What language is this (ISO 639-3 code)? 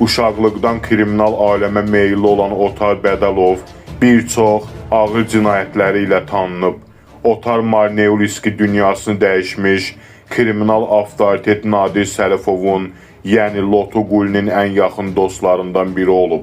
aze